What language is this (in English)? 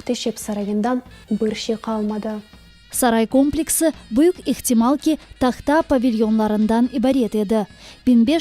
Crimean Tatar